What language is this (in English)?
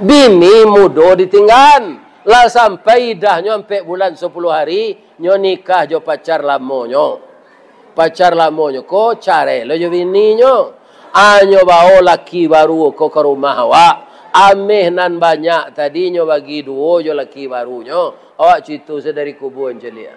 Minangkabau